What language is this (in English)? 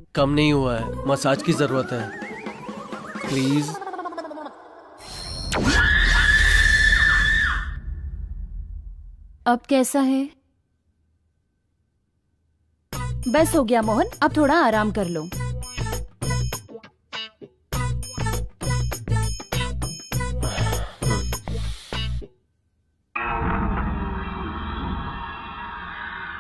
Hindi